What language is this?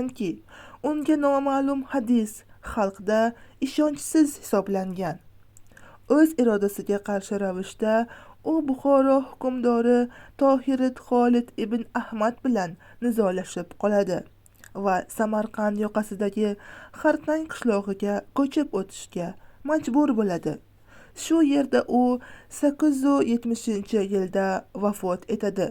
Uzbek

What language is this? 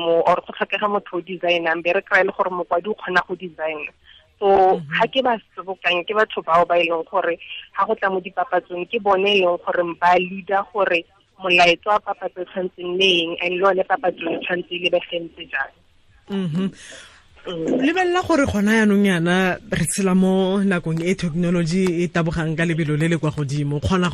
Tswana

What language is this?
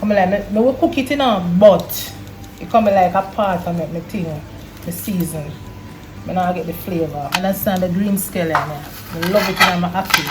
Jamaican Creole English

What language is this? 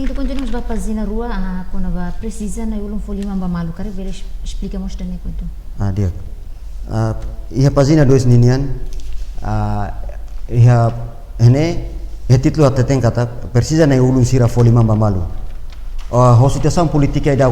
Tetum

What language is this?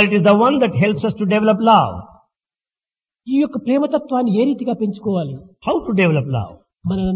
Telugu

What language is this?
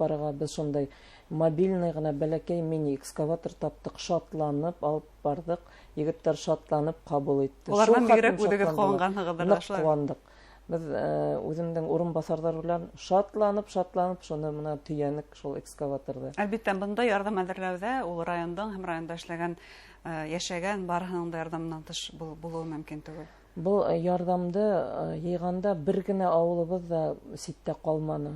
Bashkir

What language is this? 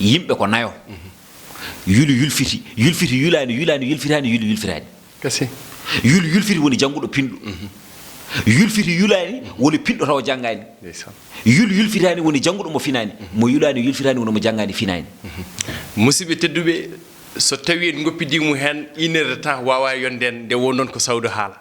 Fula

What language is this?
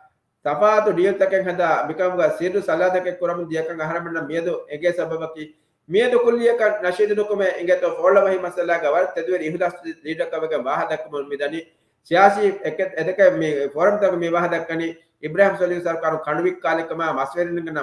Divehi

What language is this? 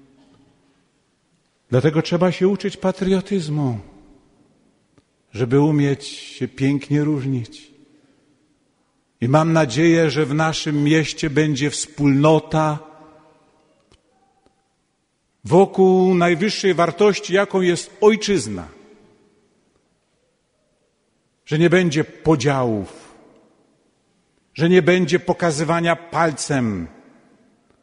Polish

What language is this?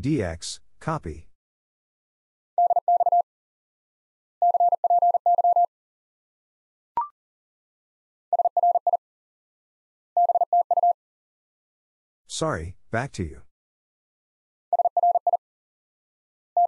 English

